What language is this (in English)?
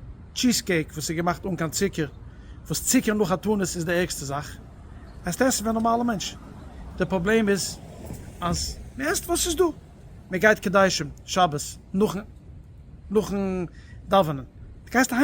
Yiddish